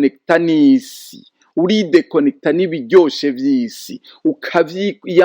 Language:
Rundi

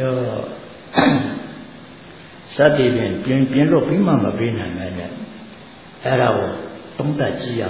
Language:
Burmese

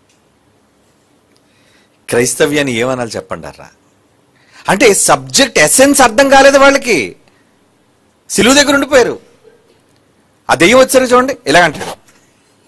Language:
Telugu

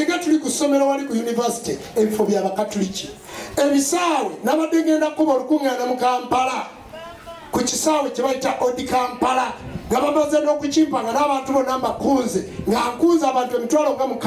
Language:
Ganda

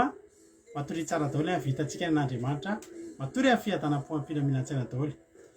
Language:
Malagasy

